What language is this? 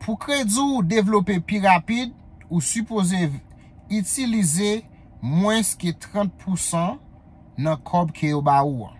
Haitian Creole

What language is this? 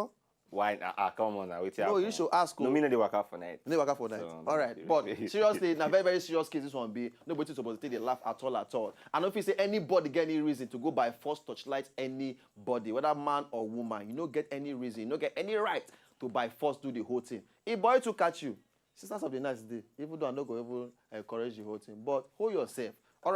Nigerian Pidgin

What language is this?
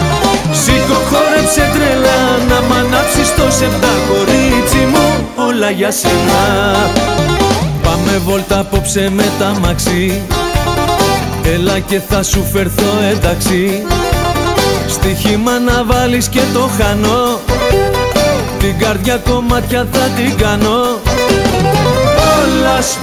Greek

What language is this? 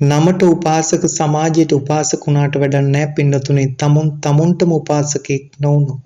Sinhala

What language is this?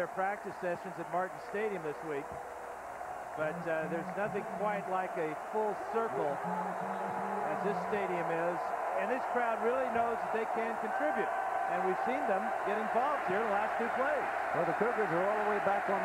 English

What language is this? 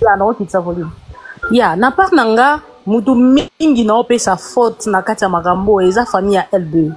Lingala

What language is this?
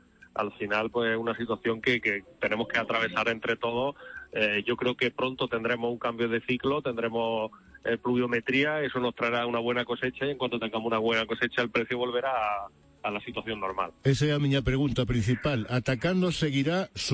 Galician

